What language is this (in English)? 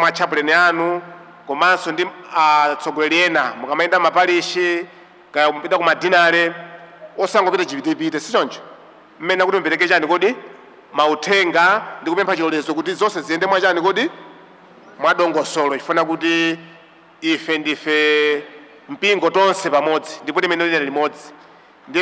Nyanja